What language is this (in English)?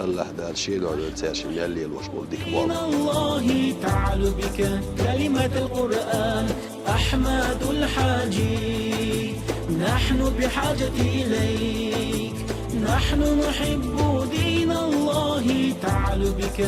Chechen